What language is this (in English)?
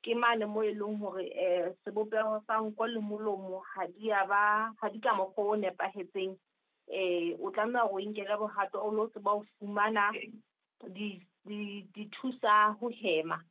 Southern Sotho